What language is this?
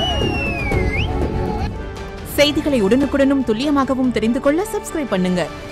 Tamil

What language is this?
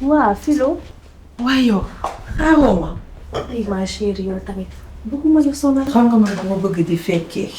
Wolof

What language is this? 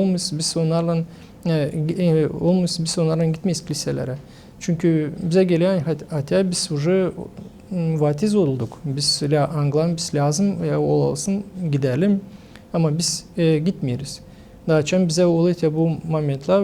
Gagauz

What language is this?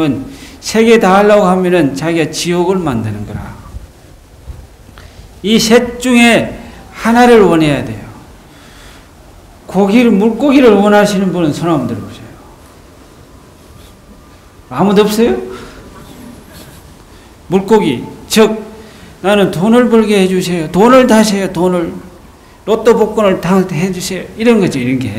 Korean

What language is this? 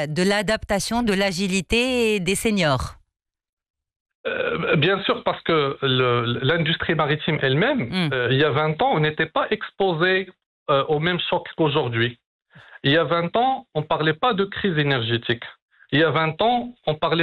French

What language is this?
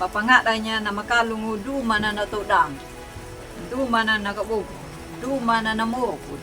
Anakalangu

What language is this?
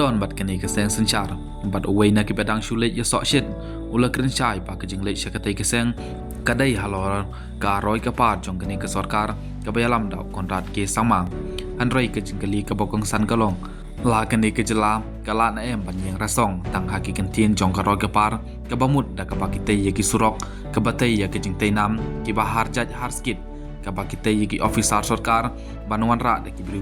Khasi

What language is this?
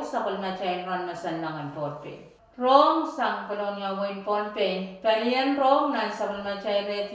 Pohnpeian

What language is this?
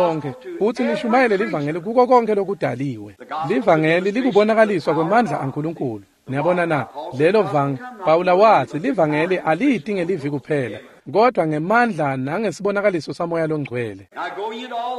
Swati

